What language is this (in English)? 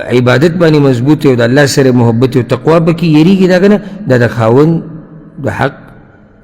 Pashto